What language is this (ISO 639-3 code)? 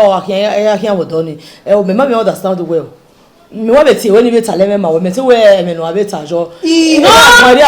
bin